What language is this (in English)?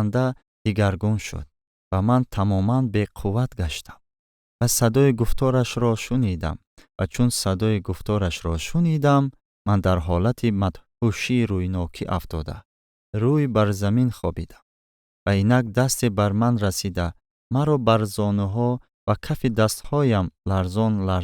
Tajik